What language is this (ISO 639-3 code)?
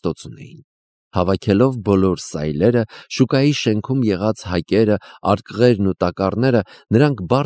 hye